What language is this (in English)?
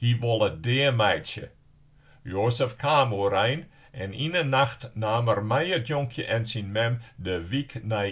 Western Frisian